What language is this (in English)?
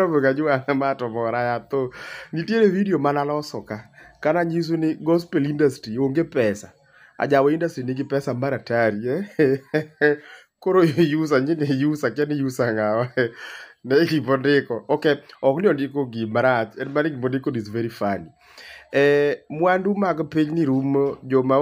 Luo (Kenya and Tanzania)